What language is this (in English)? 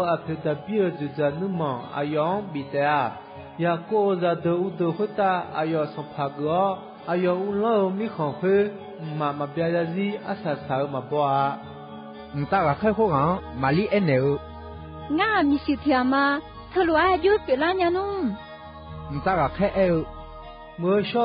Akha